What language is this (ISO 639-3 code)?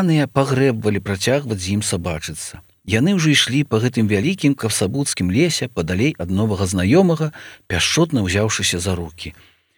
bel